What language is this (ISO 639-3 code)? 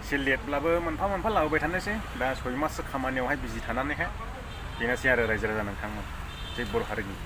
brx